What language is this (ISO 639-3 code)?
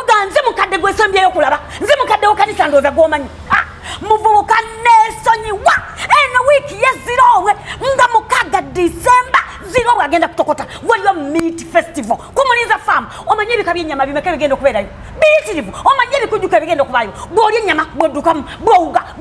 lug